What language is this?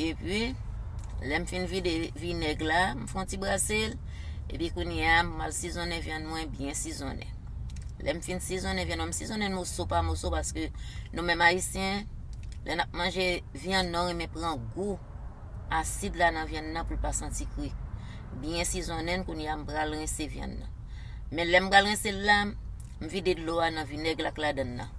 Haitian Creole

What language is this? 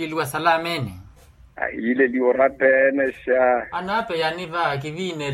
Makhuwa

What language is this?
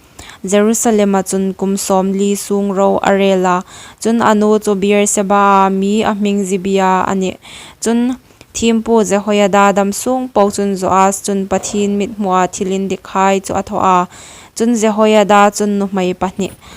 Hmar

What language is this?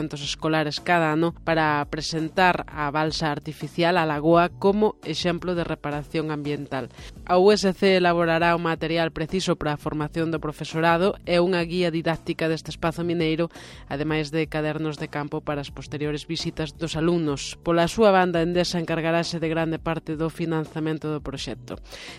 Galician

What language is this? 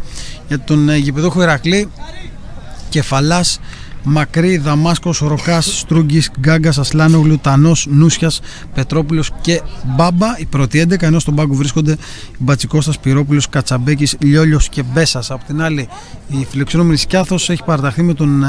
Greek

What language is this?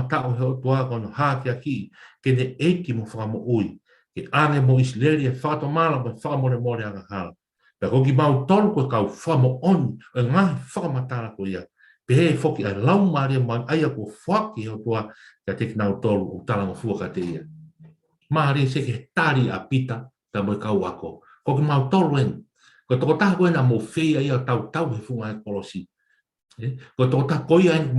Tongan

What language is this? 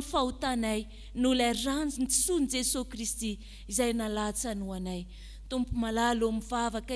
Malagasy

